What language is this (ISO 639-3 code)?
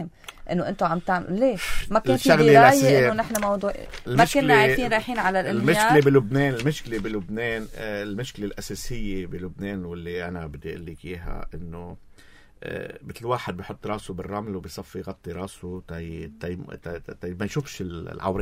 apc